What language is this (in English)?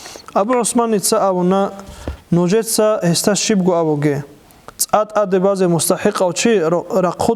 Avaric